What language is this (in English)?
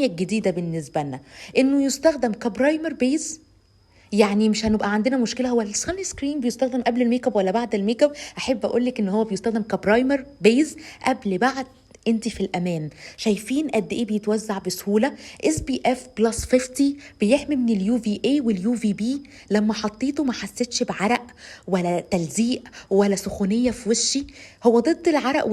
Egyptian Arabic